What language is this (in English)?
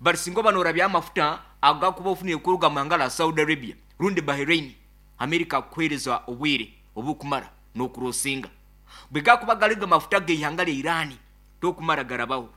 Nyankole